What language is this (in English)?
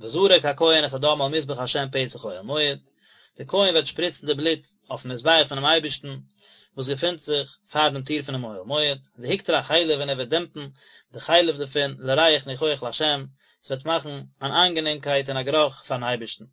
Yiddish